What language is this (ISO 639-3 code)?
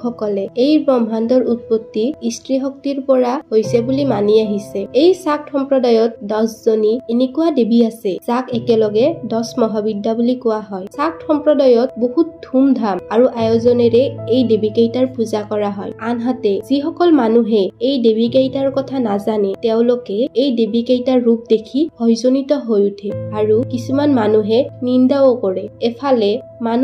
asm